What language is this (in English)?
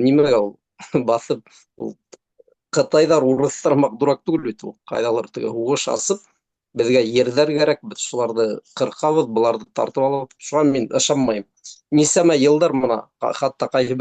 Bashkir